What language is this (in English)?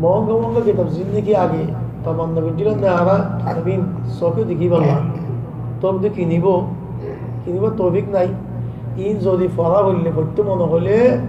Rohingya